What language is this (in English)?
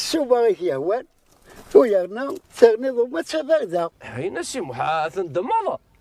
Kabyle